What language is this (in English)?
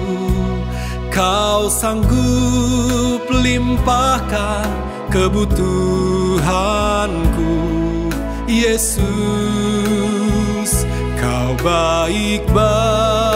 Indonesian